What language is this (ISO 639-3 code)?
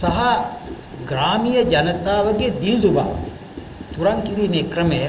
sin